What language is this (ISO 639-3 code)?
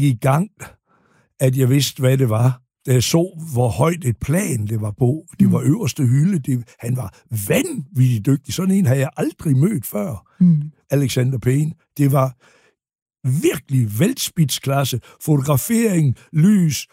dan